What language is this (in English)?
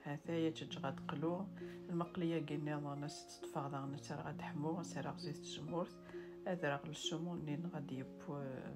Kabyle